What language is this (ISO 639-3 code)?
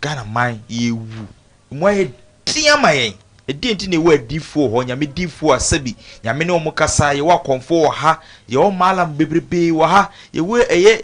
aka